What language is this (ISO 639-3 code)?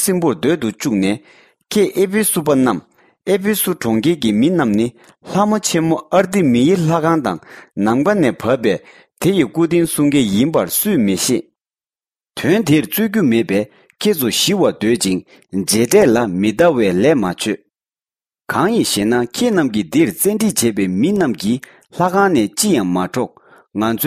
bod